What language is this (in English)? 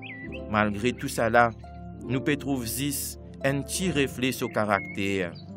Morisyen